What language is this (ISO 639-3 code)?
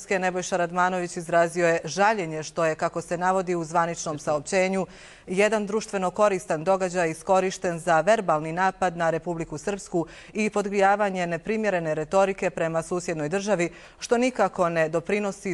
hrv